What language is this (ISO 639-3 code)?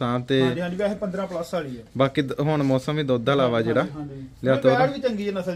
pan